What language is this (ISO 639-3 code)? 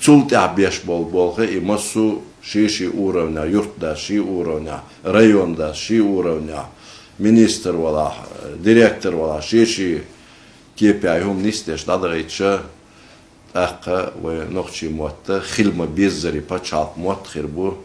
che